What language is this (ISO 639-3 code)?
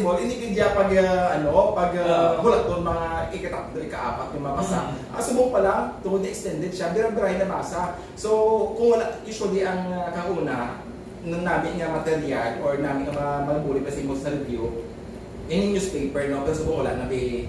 hil